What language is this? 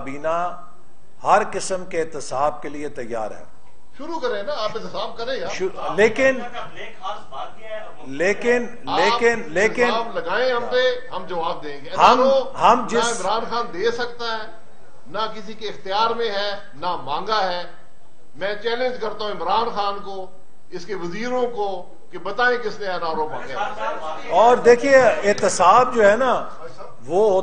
Urdu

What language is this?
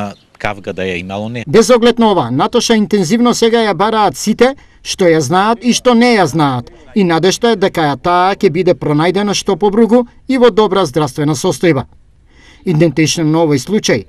Macedonian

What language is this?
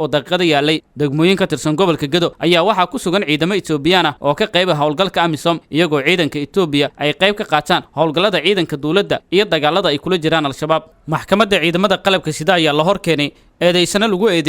Somali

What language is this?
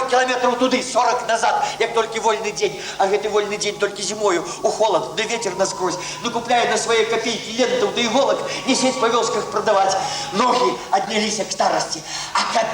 Belarusian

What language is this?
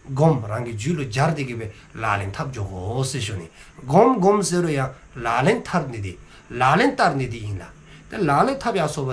Dzongkha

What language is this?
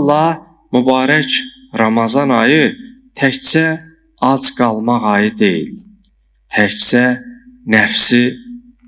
Azerbaijani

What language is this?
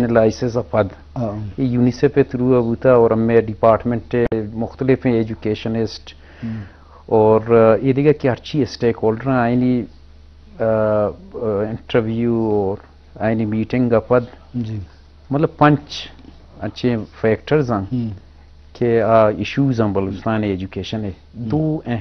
Eastern Balochi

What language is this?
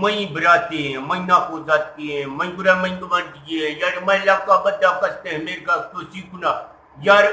Eastern Balochi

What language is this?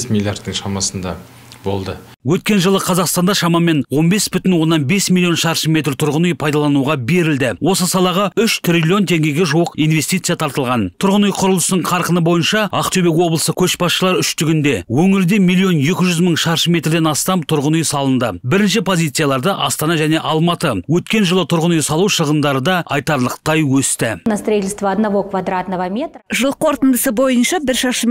Kazakh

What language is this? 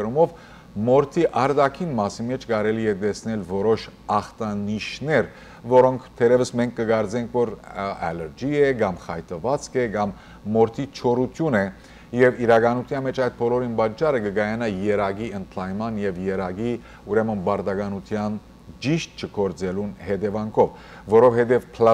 Western Armenian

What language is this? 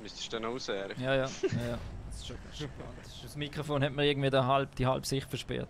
Swiss German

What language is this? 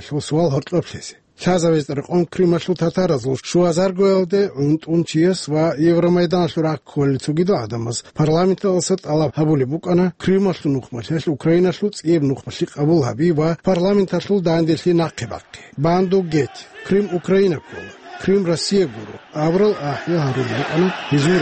Avaric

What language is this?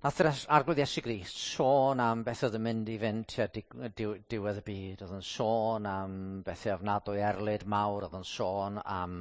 Welsh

